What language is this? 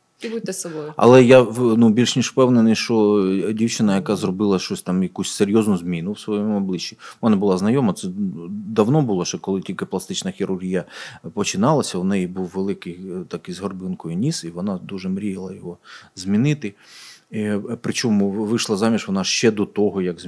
Ukrainian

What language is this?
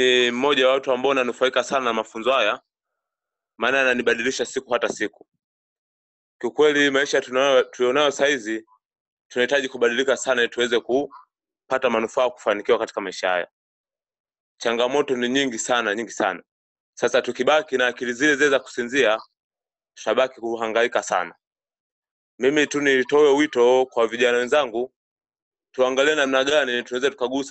Swahili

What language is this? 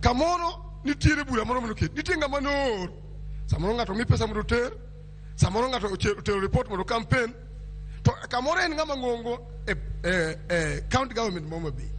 Luo (Kenya and Tanzania)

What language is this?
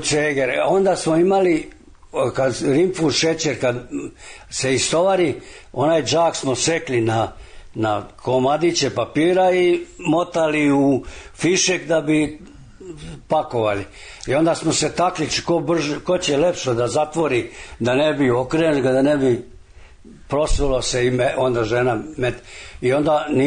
Serbian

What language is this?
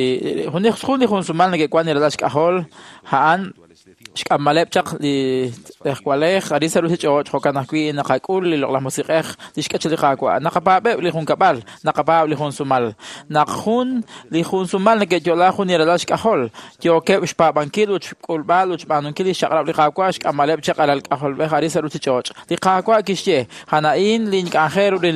Kekchí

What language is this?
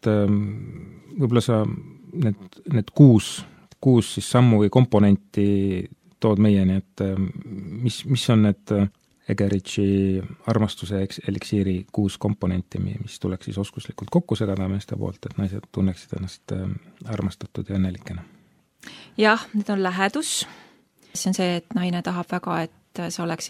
Estonian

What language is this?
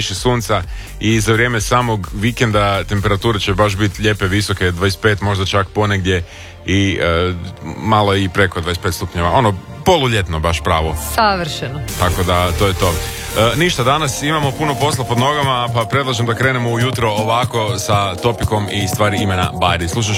Croatian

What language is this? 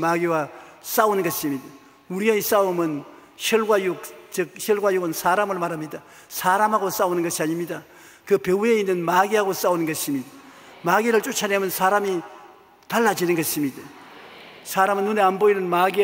Korean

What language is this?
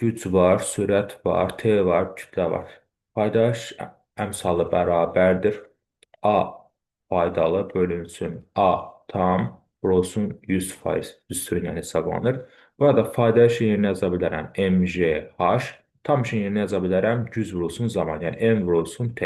Azerbaijani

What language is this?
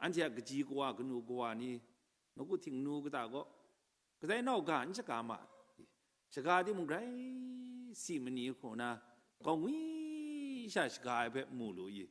Kachin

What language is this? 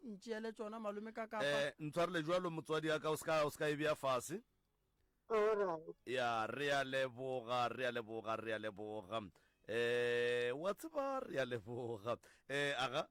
Northern Sotho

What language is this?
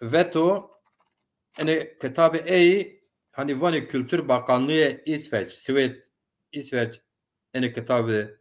Zaza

